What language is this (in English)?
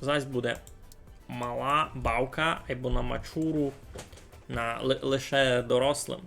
Rusyn